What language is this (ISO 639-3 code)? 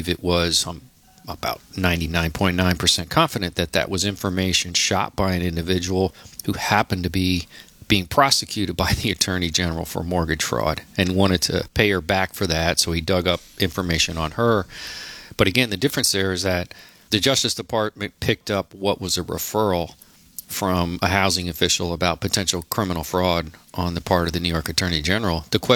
eng